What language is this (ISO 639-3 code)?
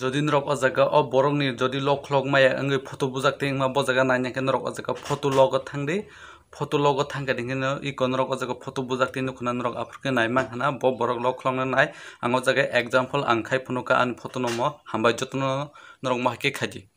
trp